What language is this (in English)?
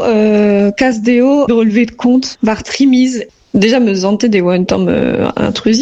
Breton